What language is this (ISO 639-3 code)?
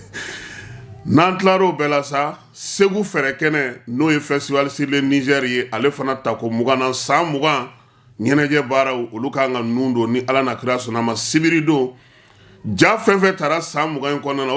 bam